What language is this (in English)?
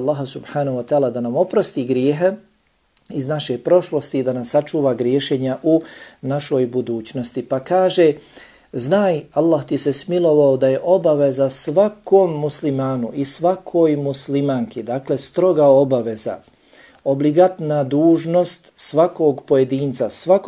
Bosnian